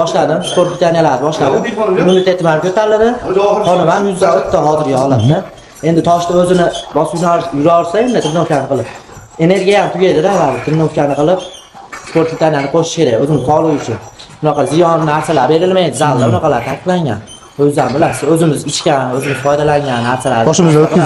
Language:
Uzbek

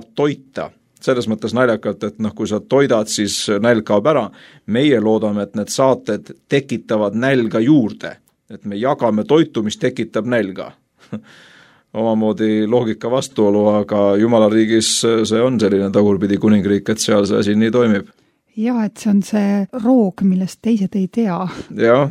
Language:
Estonian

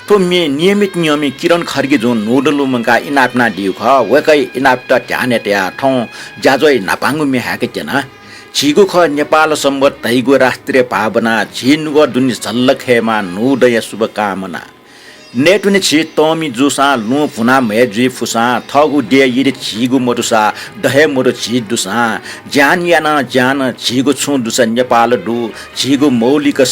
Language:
Newari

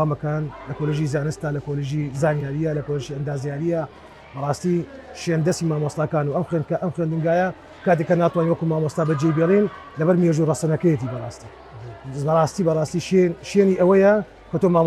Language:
Central Kurdish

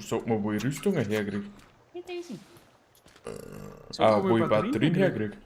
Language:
Bavarian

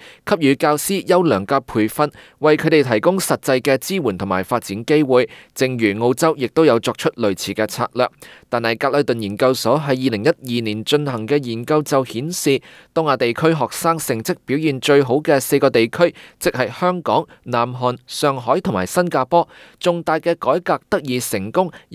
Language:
Cantonese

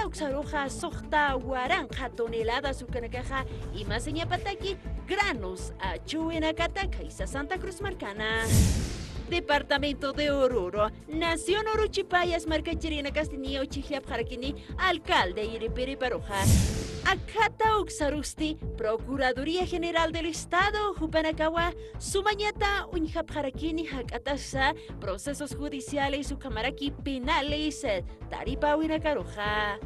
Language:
Aymara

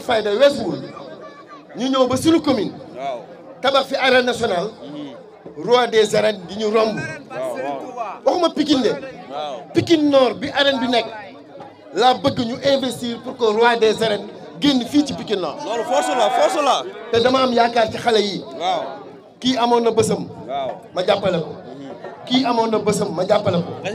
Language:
Wolof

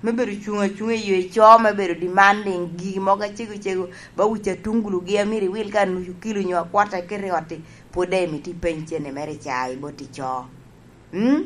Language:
Lango (Uganda)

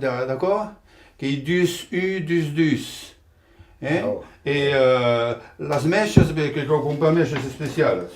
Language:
Occitan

